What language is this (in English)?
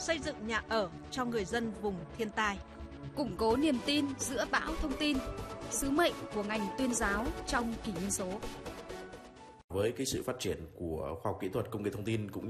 Vietnamese